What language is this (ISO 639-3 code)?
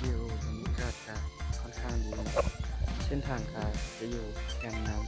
lao